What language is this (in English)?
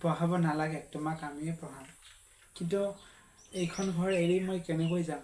Assamese